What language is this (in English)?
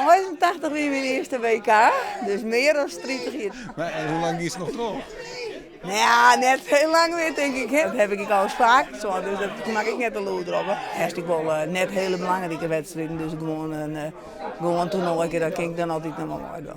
Western Frisian